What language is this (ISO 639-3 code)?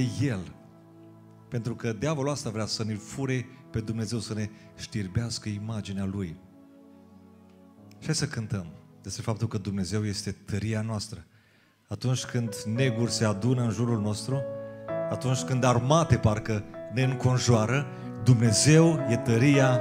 ron